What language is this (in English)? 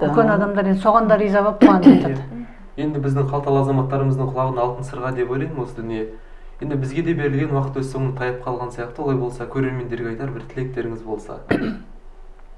Kazakh